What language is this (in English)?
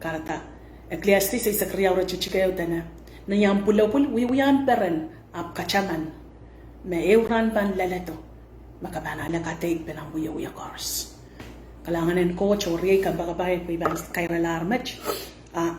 Pohnpeian